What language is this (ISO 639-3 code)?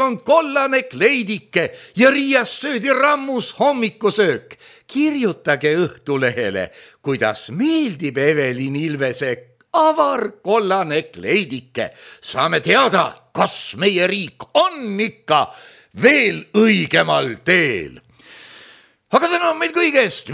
est